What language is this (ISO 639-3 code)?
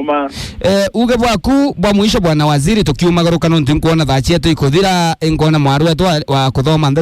mer